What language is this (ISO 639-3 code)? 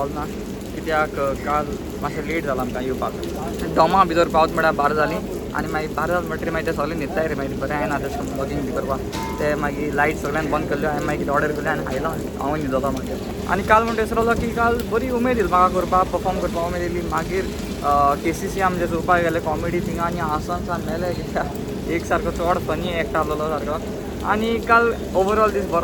kok